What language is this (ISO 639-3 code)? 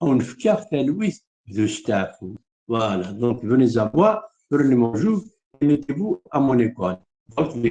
kab